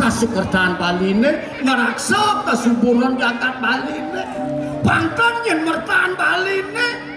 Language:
Balinese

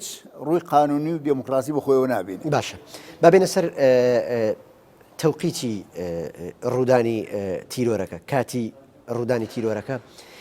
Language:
Central Kurdish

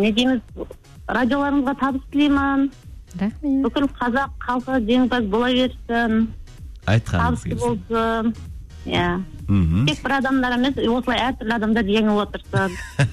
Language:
Kazakh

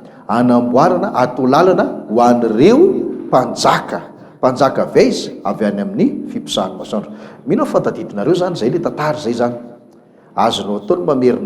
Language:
Malagasy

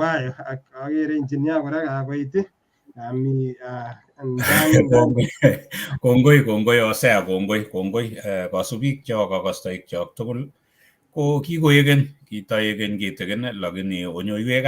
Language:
Kalenjin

